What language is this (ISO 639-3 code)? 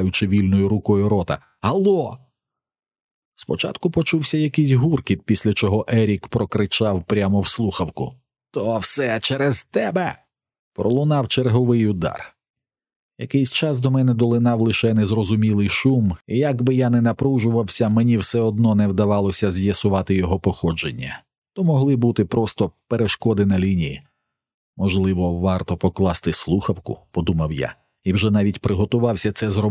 ukr